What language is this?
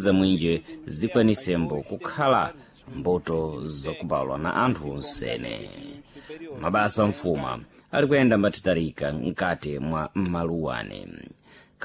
Sena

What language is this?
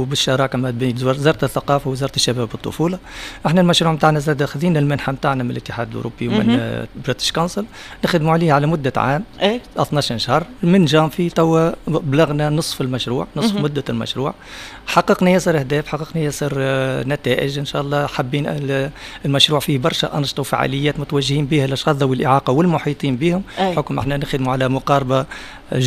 Tunisian Arabic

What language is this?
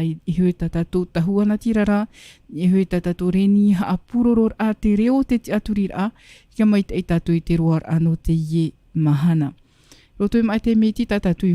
Tahitian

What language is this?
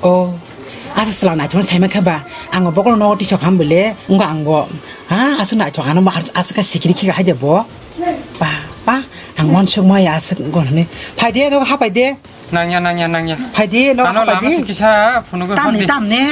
Kok Borok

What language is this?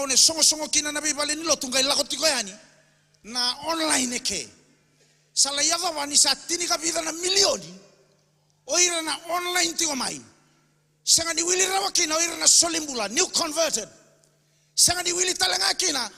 Fijian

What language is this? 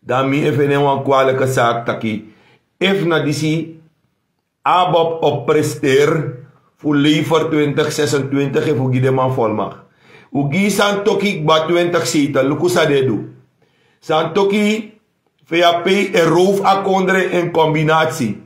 Sranan Tongo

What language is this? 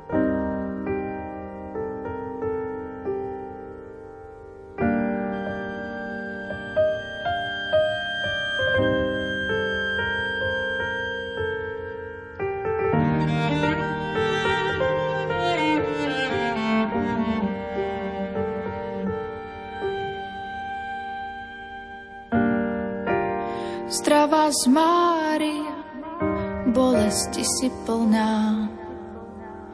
Slovak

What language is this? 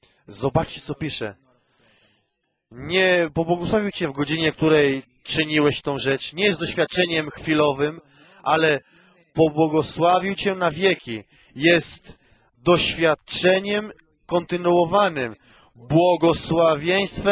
Polish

